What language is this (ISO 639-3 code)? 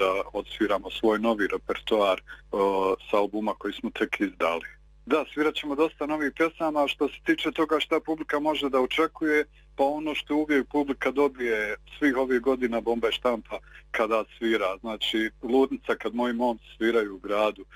bos